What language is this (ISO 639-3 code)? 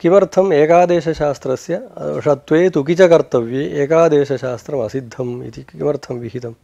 san